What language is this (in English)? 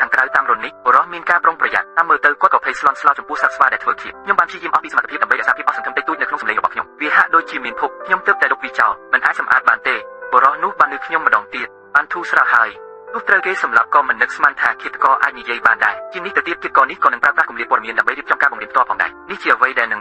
Khmer